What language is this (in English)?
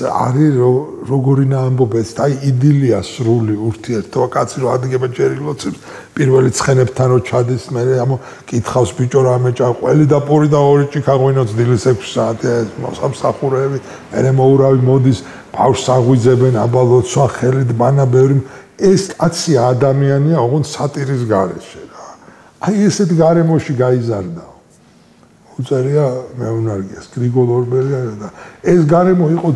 Georgian